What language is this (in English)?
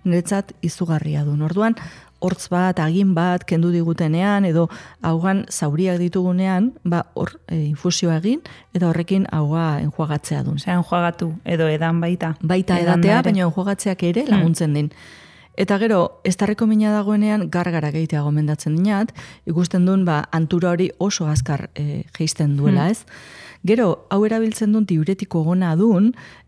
Basque